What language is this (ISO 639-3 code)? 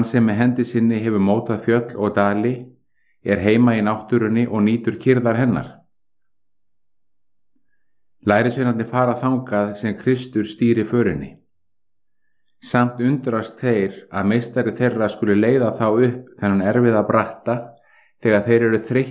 isl